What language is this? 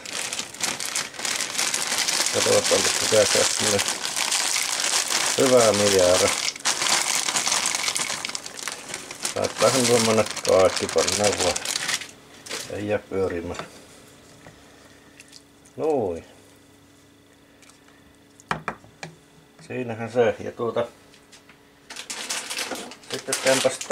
Finnish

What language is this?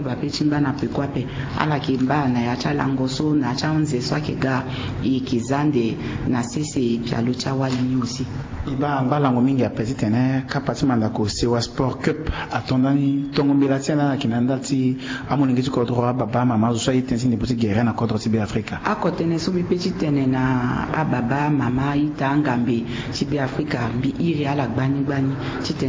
Sango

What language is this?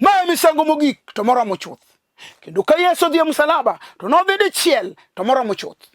Luo (Kenya and Tanzania)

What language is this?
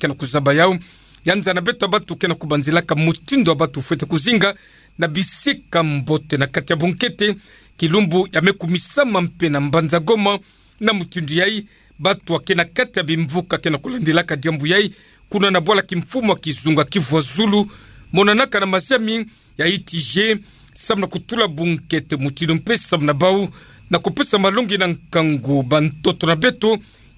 Kituba (Democratic Republic of Congo)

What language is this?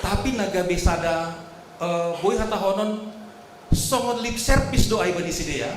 Batak Simalungun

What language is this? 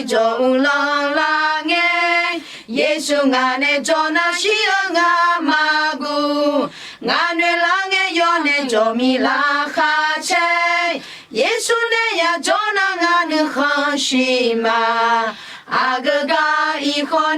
Akha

